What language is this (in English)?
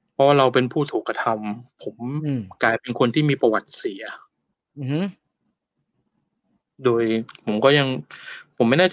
Thai